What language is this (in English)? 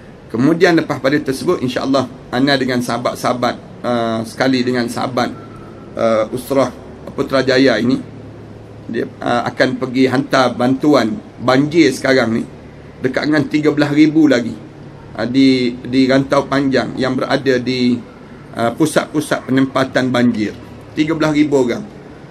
Malay